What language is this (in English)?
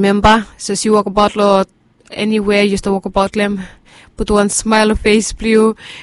Bislama